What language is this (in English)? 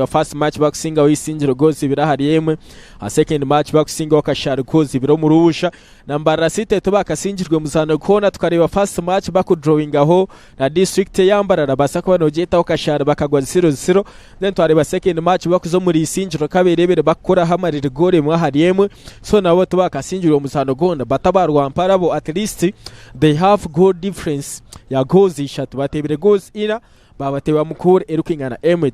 Nyankole